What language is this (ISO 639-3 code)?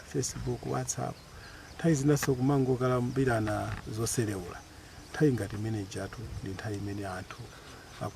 nya